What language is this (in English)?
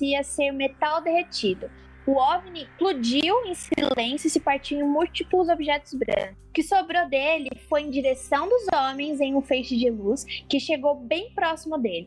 Portuguese